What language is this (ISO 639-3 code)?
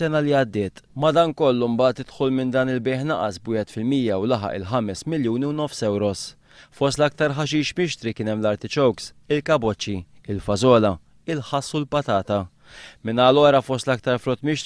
mlt